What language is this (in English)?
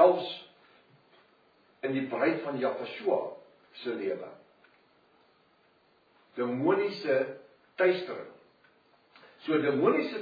Afrikaans